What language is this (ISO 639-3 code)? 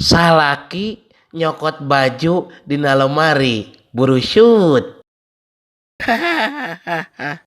sun